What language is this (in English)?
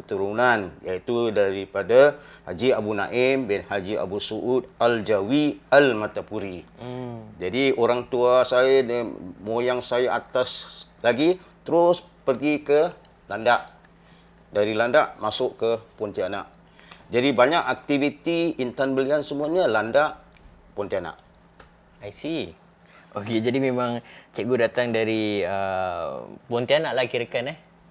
Banjar